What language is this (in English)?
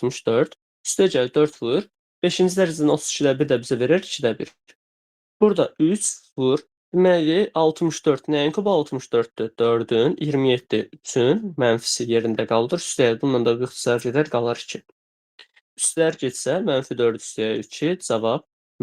Azerbaijani